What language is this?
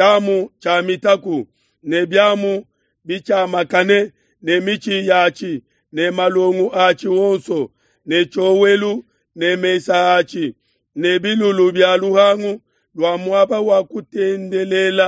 Luba-Lulua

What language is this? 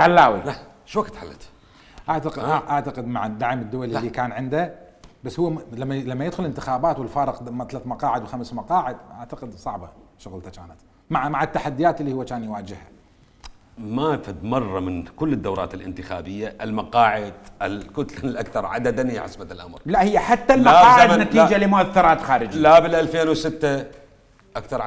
Mesopotamian Arabic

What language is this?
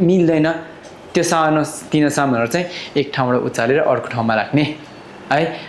Nepali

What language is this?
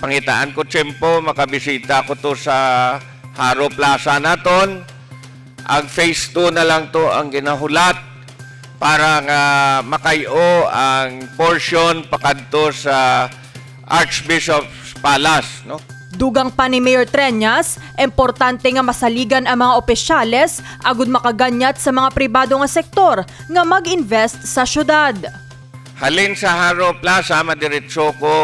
Hiligaynon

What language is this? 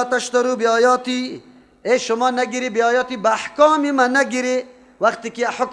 Persian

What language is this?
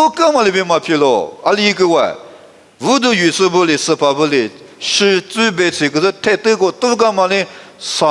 Lisu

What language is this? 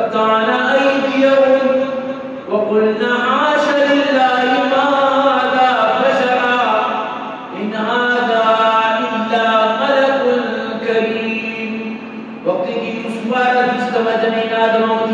Eastern Balochi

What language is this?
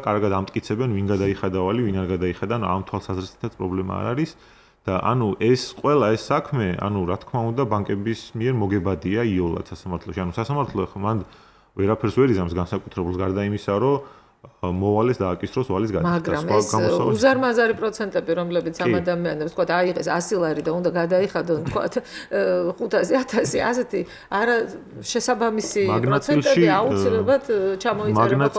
Georgian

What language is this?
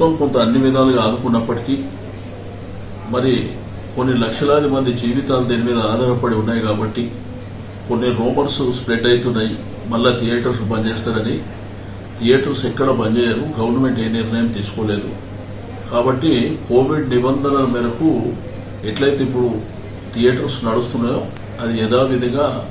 Telugu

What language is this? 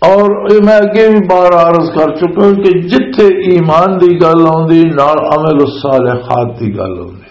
Western Panjabi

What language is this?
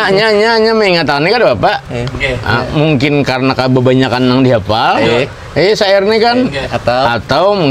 Banjar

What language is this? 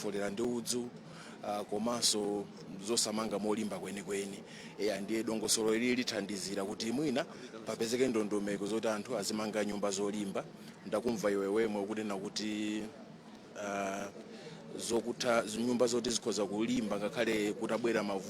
Nyanja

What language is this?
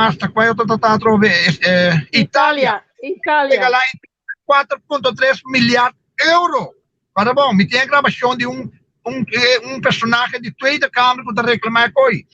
Papiamento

